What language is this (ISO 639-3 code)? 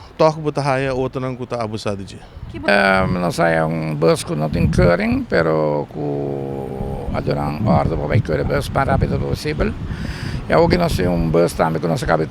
pap